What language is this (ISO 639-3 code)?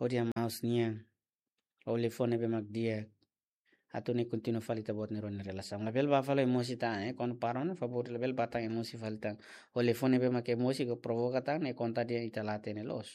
tet